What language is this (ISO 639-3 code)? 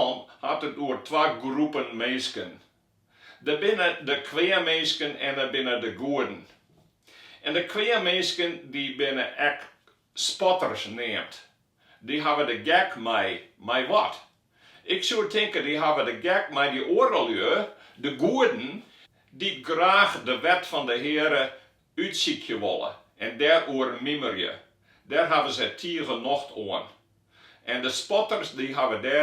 fry